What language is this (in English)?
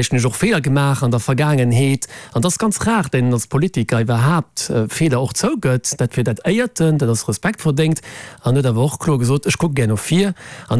Luxembourgish